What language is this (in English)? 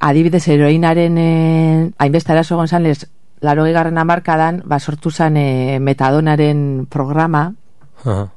Basque